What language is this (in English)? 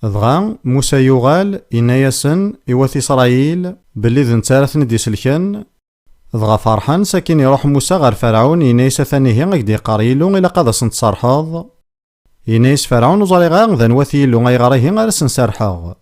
Kabyle